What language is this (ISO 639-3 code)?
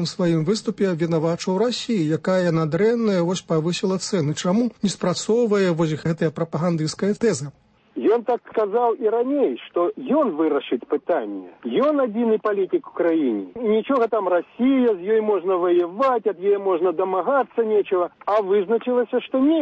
bel